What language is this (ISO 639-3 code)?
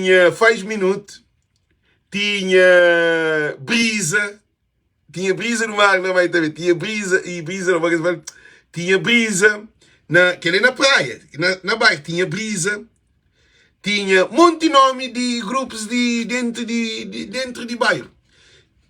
kea